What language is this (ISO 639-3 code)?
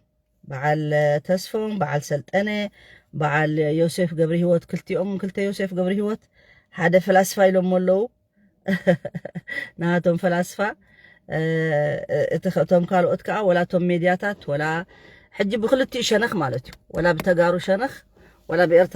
tir